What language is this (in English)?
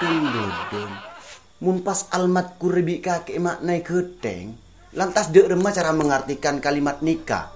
Madurese